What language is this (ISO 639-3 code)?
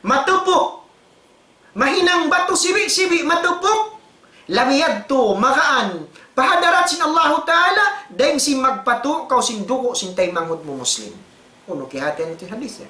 tsg